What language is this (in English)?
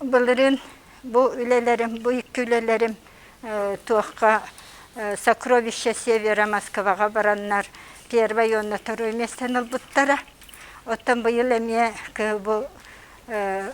Yakut